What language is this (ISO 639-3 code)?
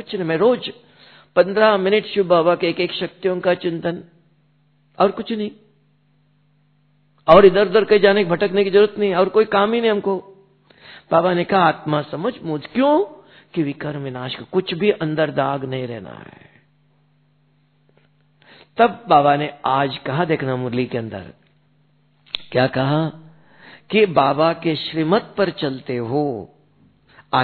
hin